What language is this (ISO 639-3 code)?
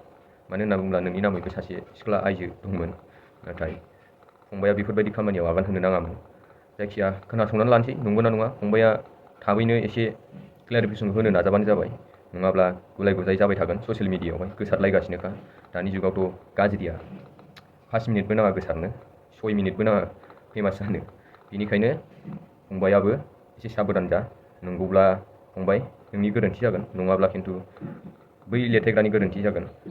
brx